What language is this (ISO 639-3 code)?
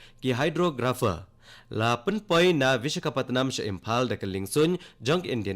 kha